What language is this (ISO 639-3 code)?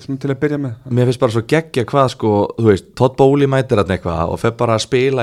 isl